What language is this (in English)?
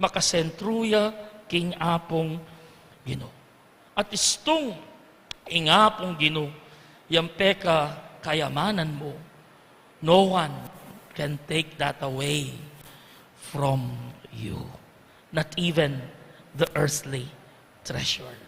Pampanga